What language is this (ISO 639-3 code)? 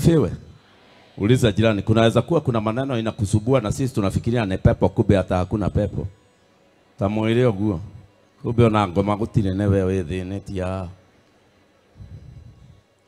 swa